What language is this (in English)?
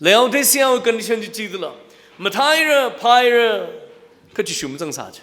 Tangkhul Naga (India)